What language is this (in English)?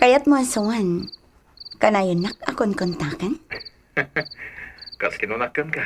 Iloko